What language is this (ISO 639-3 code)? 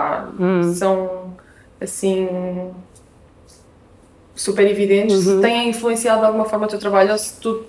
por